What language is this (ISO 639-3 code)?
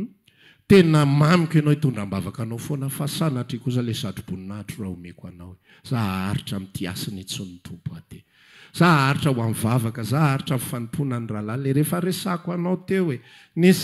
mlg